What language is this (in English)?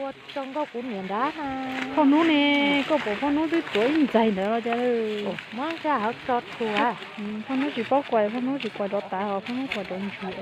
Hmong